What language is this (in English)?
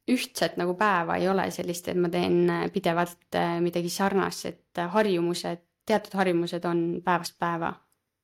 Estonian